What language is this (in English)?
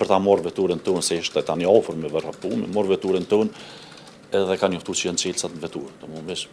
Albanian